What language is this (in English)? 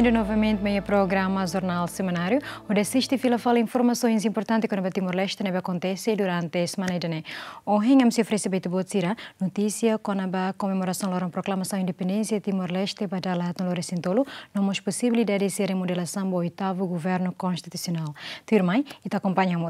Tetum